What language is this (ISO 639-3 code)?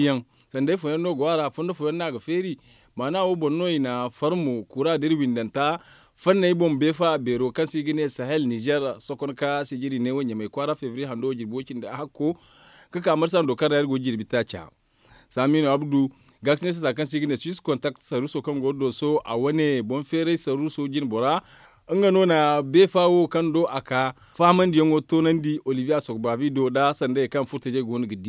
dje